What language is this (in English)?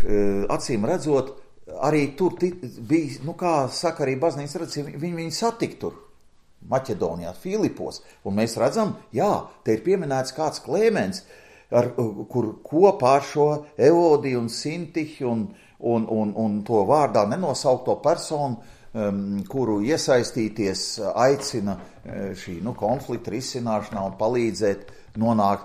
Latvian